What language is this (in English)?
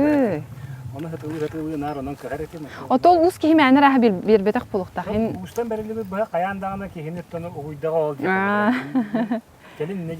Yakut